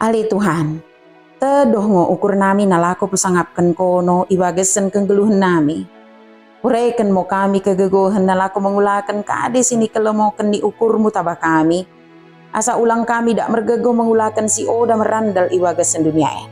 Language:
Batak Dairi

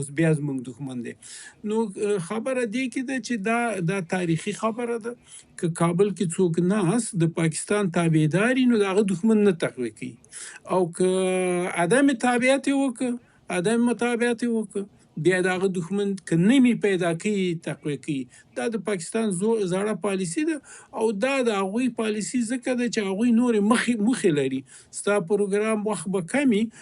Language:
Pashto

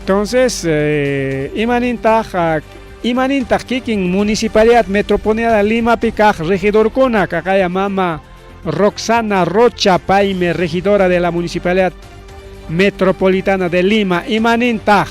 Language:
Ayacucho Quechua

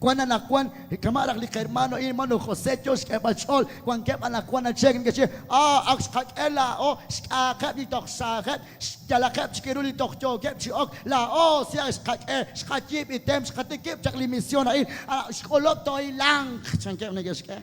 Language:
Kekchí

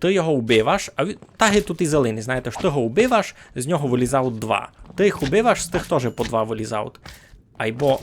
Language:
Rusyn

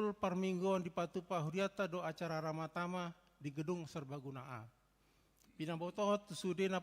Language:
Batak Toba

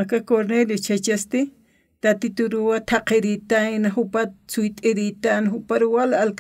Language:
Aymara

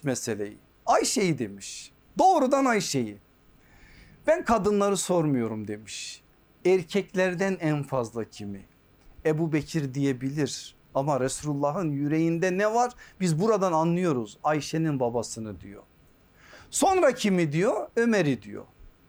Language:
Turkish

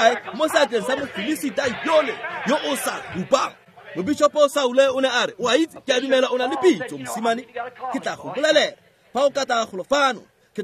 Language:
Tswana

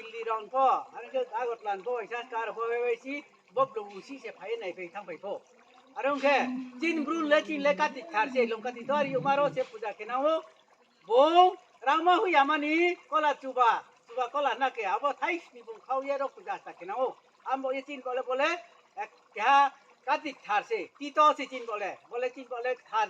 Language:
Riang (India)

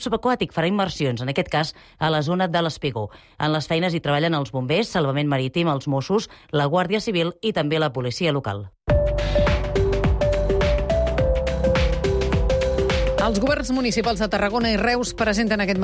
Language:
Catalan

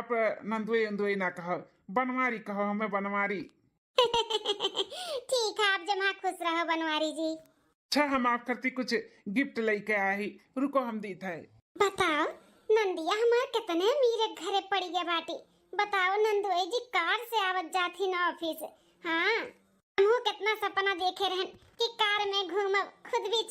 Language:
Awadhi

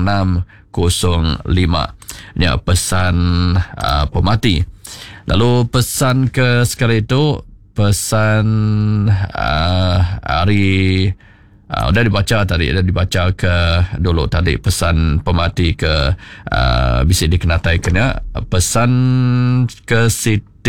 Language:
Iban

